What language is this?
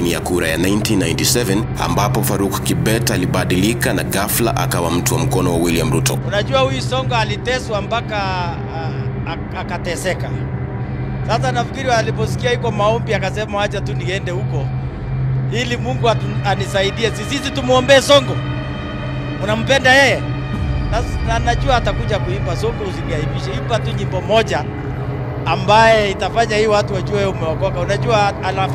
Swahili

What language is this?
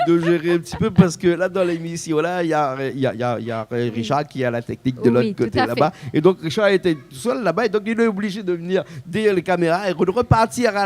Réunion Creole French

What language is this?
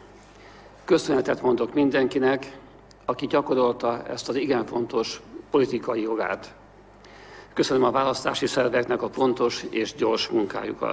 Hungarian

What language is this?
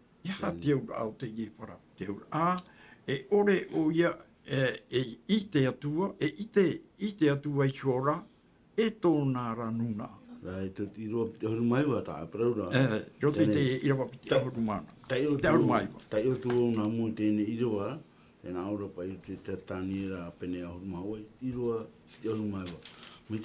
Tahitian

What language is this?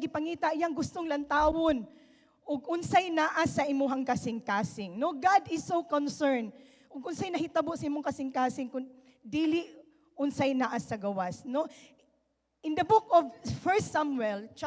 Cebuano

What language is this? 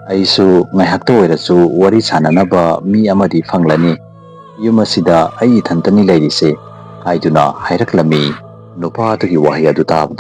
Manipuri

